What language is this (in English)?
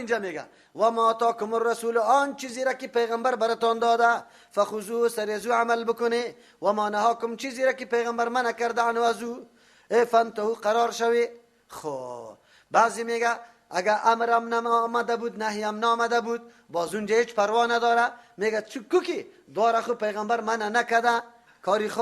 Persian